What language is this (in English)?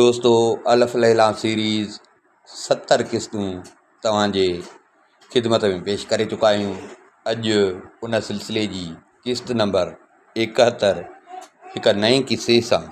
Sindhi